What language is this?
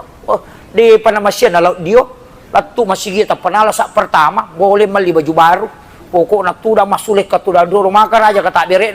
Buginese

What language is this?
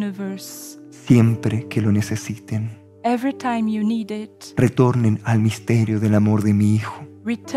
Spanish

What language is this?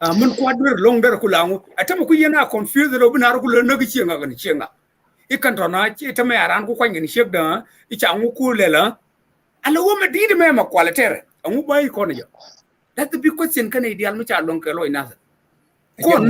Nuer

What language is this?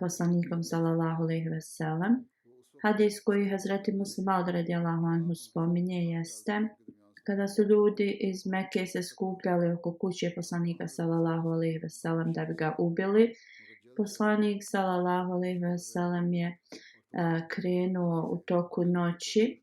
Bosnian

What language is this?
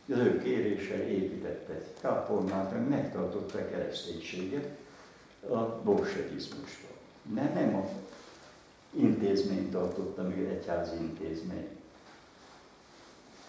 Hungarian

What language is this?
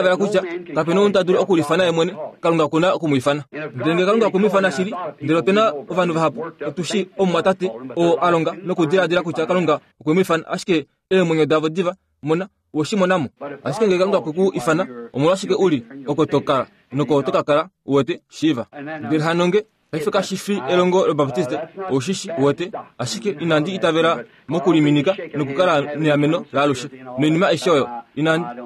Kuanyama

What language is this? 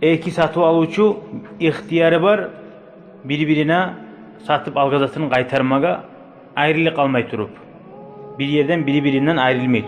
Kumyk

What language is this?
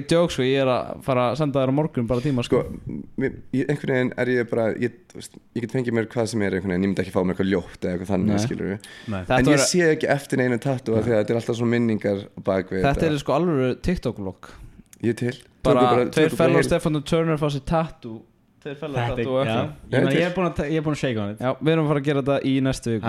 Icelandic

